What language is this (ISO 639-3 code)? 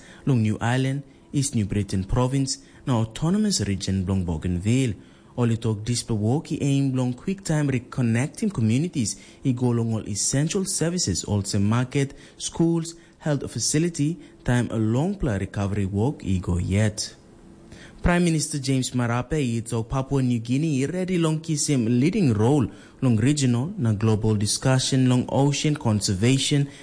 tpi